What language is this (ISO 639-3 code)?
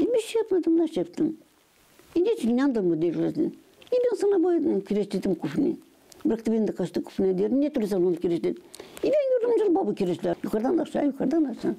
gag